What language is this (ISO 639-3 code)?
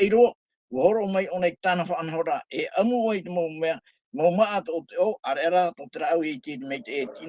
tah